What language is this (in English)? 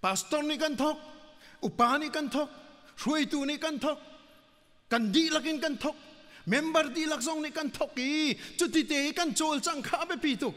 Hakha Chin